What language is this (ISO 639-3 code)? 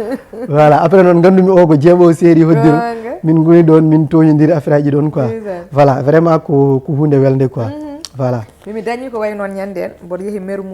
ful